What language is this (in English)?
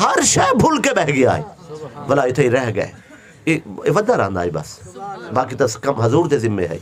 Saraiki